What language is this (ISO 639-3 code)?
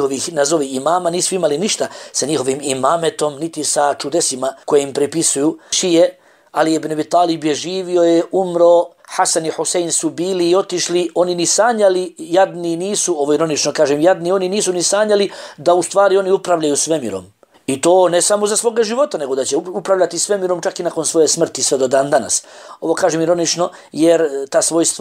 bos